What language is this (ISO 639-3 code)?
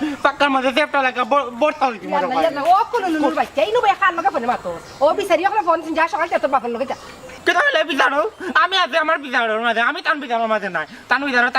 syl